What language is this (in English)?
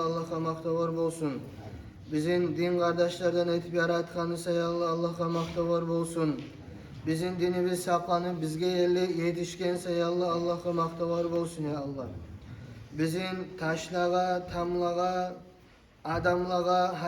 Kumyk